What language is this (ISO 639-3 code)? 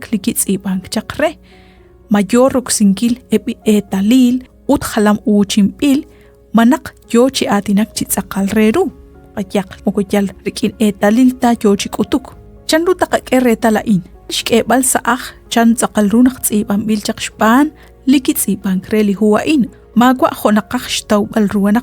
kek